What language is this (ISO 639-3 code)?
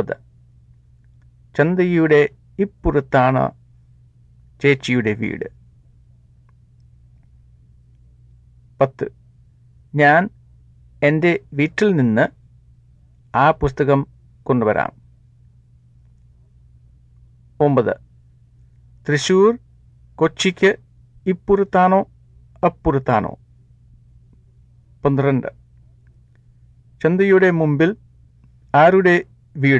mal